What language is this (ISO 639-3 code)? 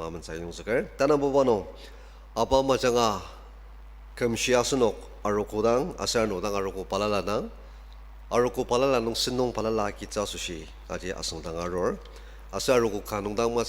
njo